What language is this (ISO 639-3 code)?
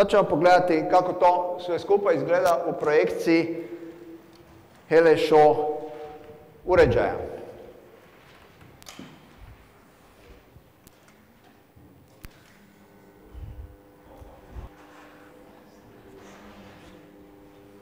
hrv